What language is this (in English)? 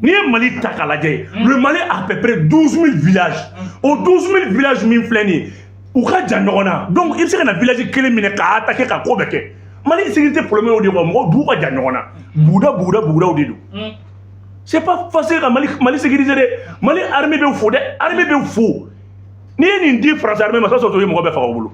Bambara